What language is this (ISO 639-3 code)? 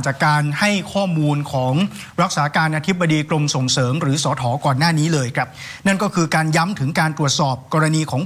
tha